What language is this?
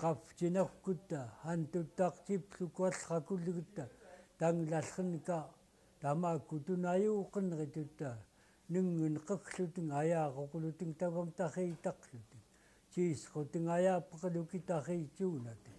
Central Yupik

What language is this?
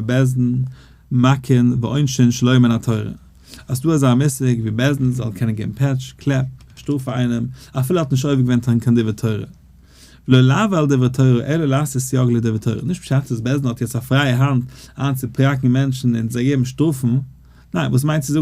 Yiddish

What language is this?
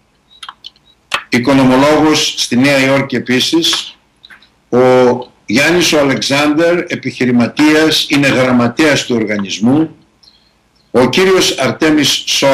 Greek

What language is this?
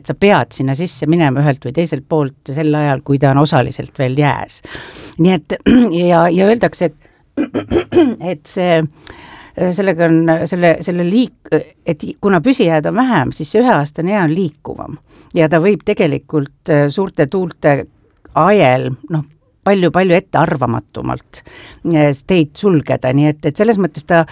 Estonian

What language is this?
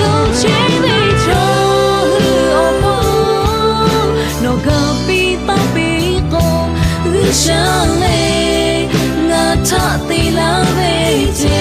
Lahu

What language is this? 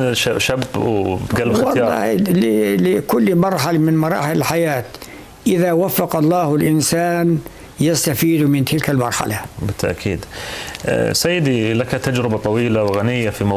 North Levantine Arabic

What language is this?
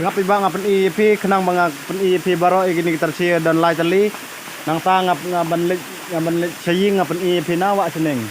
Khasi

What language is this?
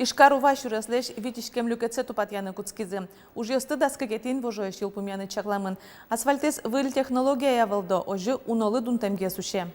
Udmurt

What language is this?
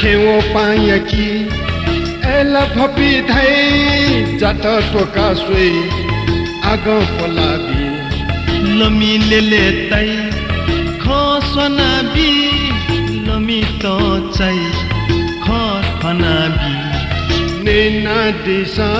Newari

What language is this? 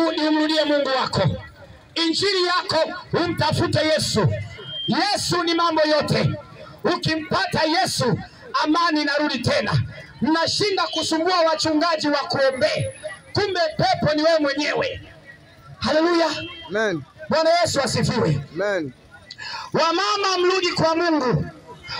Swahili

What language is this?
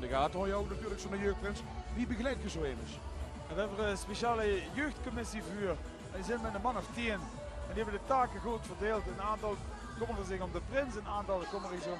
Limburgish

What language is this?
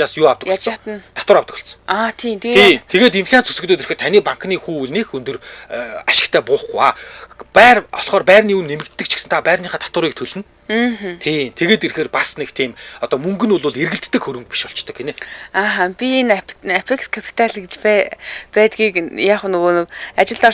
Mongolian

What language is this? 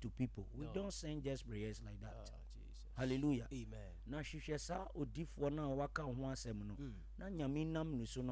Akan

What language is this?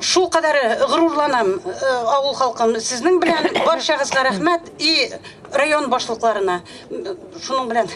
Tatar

